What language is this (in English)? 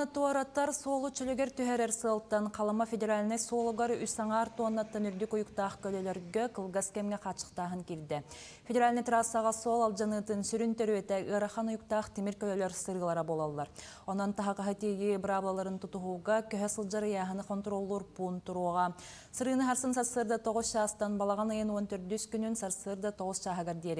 Yakut